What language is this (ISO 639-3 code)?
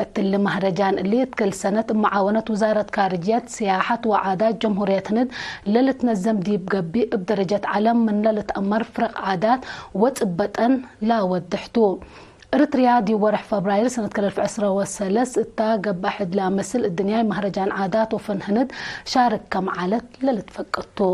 tig